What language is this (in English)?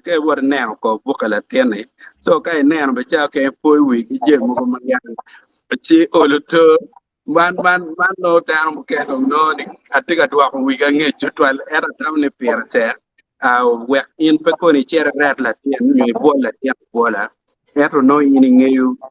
Acoli